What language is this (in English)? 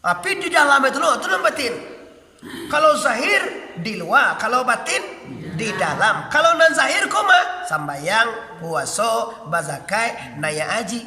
Minangkabau